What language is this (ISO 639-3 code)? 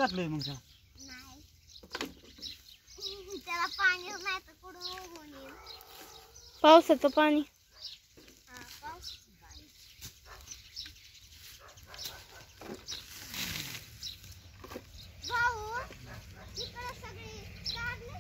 mar